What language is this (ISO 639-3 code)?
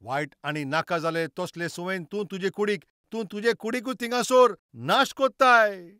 kok